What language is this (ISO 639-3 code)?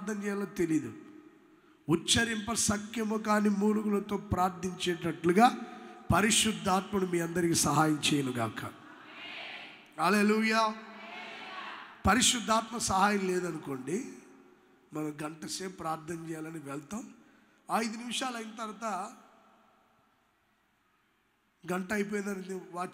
tel